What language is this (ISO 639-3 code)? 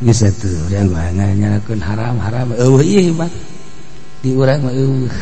sun